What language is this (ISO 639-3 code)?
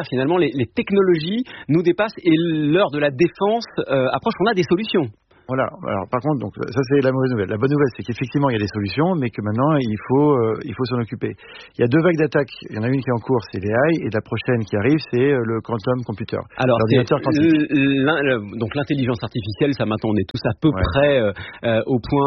fra